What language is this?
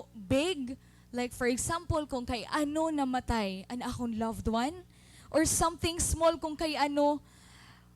Waray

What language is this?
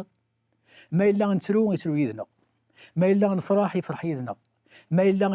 Kabyle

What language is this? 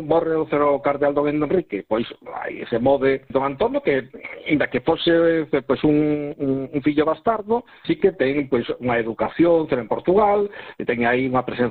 Galician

